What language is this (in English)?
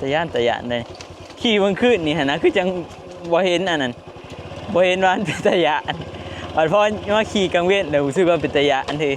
Northeastern Thai